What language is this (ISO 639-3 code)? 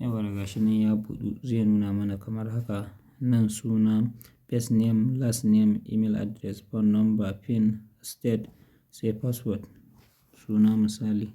hau